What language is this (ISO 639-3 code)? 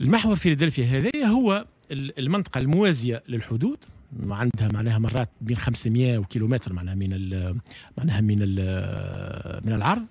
aeb